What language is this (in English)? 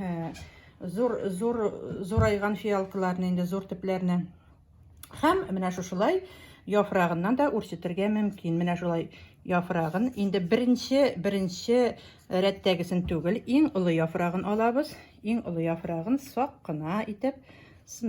Tatar